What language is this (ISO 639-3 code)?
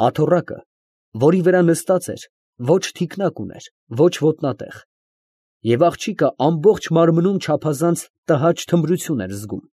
hye